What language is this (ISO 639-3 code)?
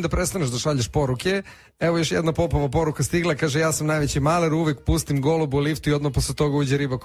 srp